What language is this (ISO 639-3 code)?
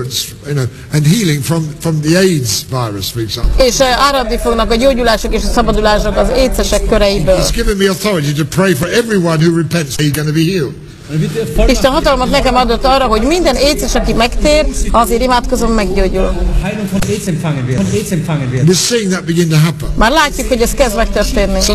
hun